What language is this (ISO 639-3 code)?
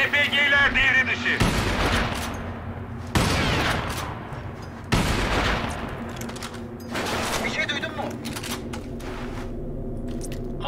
tur